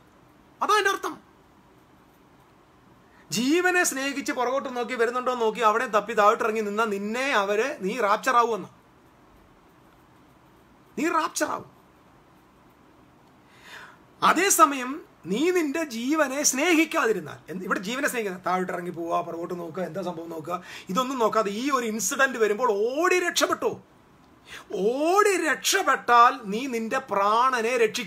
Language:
Malayalam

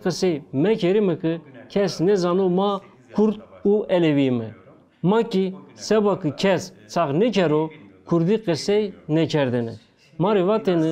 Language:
Zaza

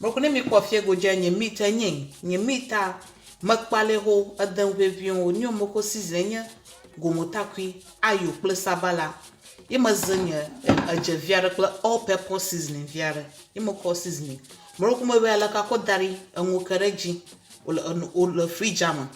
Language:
Ewe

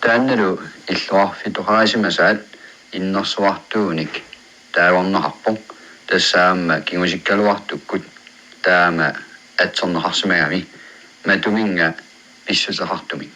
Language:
Kalaallisut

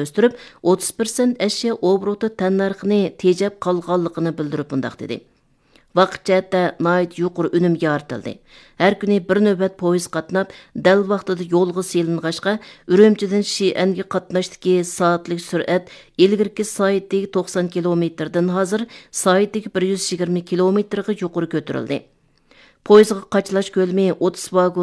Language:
Uyghur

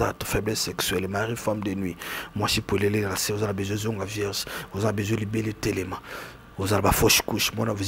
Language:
Lingala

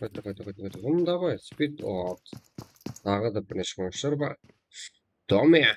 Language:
Kara-Kalpak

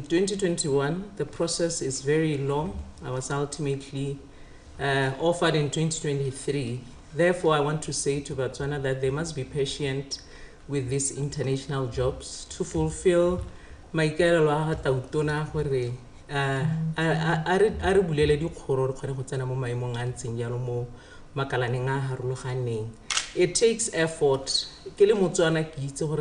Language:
Tswana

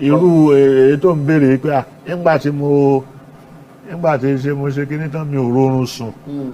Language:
Yoruba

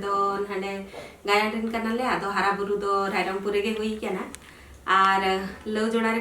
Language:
Santali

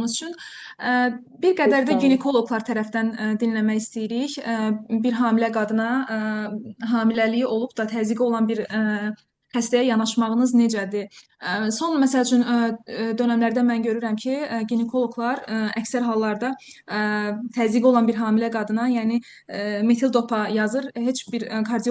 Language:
Azerbaijani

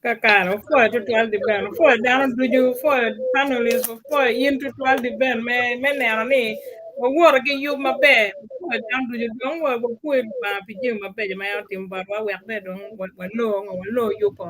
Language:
Acoli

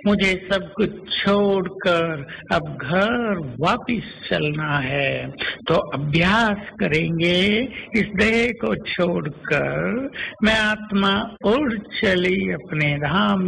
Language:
Hindi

